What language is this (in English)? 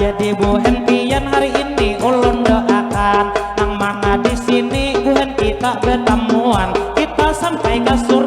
Banjar